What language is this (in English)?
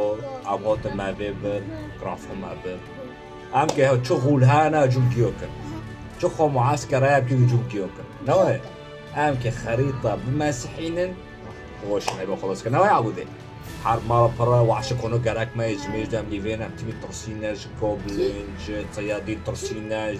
Kurdish